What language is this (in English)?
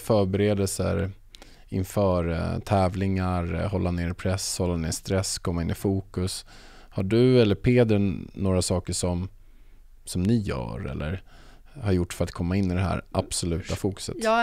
Swedish